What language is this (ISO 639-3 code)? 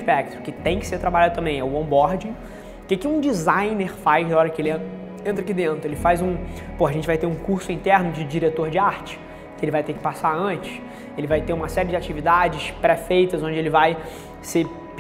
por